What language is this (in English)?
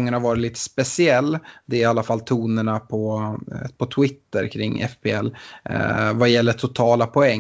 Swedish